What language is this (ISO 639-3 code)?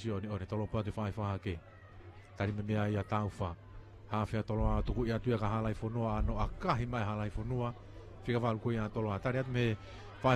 ton